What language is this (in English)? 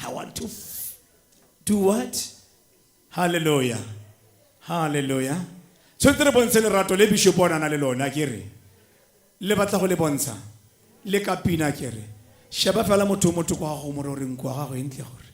Tswana